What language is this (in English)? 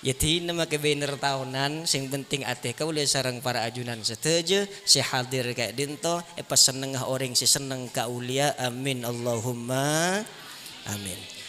Madurese